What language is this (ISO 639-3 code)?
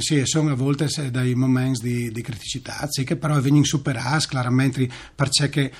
fur